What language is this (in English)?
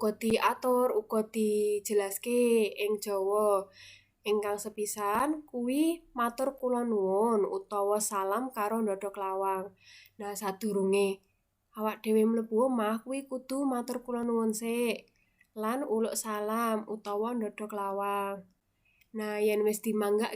Javanese